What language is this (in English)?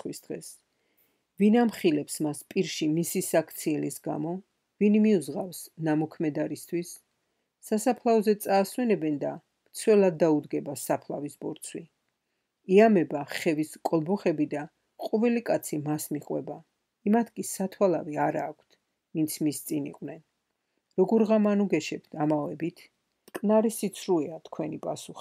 Georgian